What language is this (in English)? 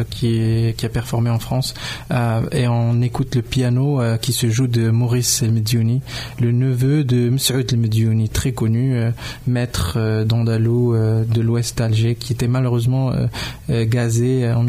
French